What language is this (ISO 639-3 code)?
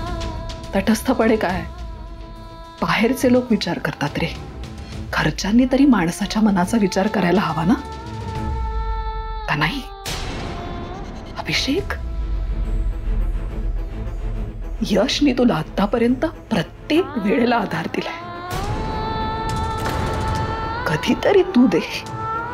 mar